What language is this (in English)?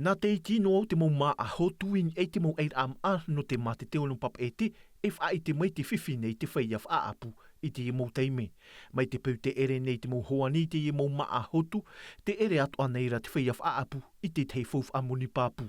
Tahitian